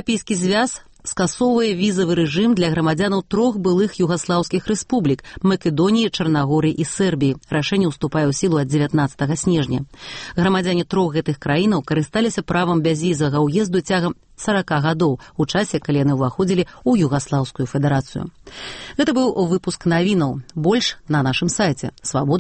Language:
Belarusian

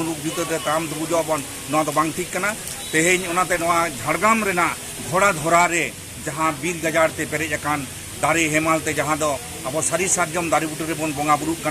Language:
Santali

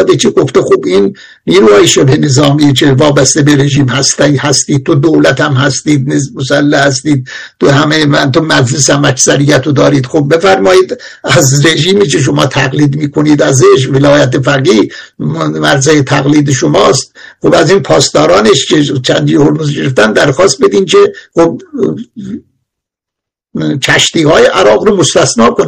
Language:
Persian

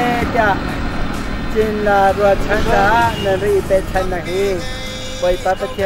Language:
Hakha Chin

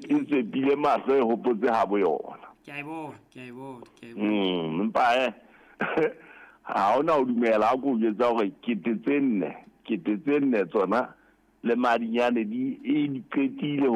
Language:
Southern Sotho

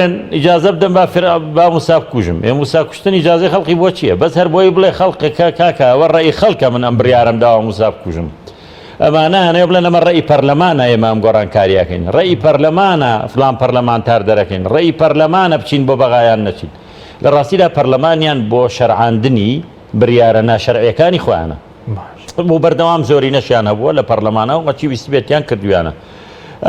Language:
Central Kurdish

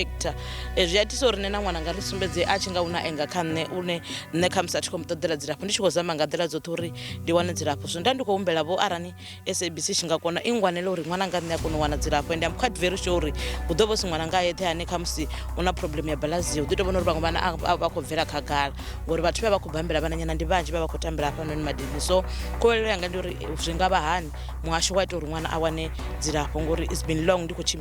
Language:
Venda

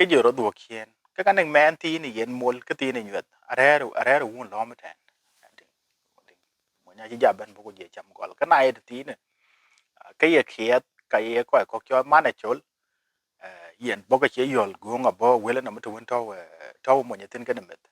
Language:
Dinka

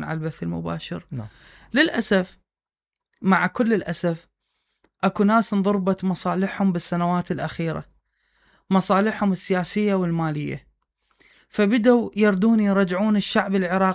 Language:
Mesopotamian Arabic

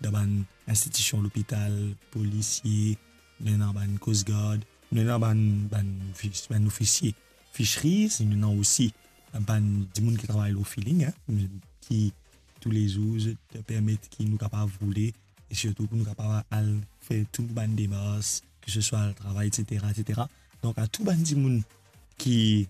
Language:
Morisyen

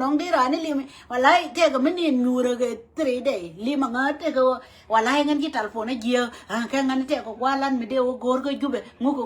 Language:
Nuer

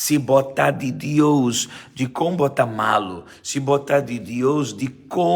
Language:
Papiamento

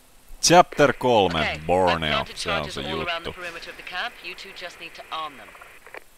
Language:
Finnish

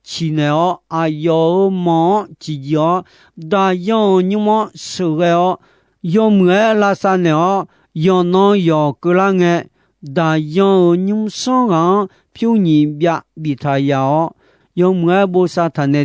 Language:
Akha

